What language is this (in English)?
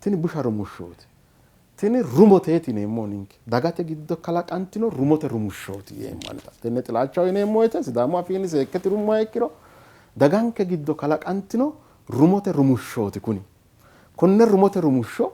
Sidamo